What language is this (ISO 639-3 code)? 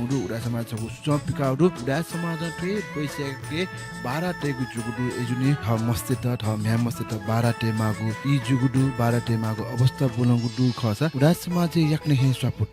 new